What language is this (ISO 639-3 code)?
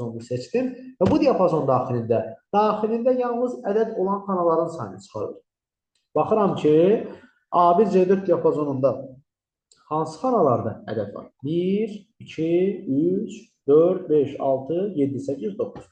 aze